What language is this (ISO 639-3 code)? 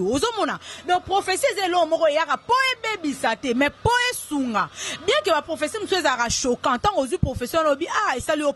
lin